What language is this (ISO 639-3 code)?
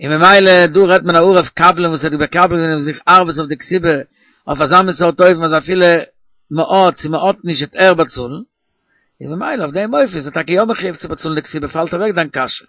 yid